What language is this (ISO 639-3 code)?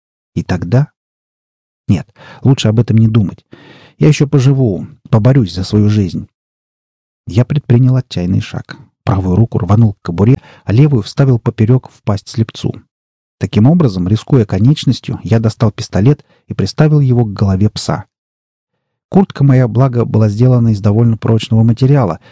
rus